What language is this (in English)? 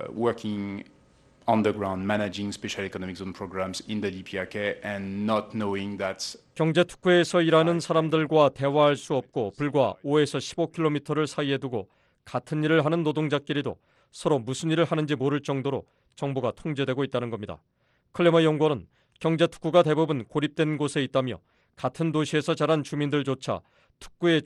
Korean